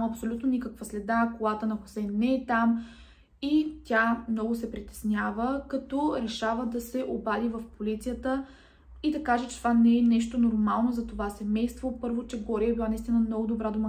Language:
Bulgarian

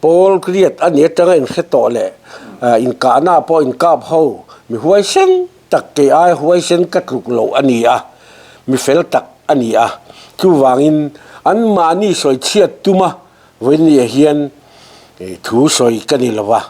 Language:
Mizo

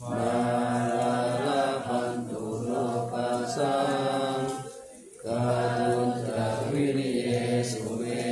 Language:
Pali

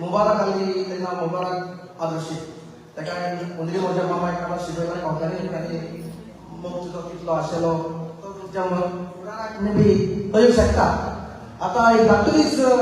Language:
Konkani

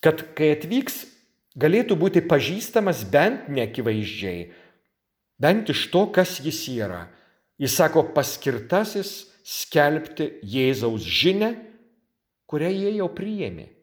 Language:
Lithuanian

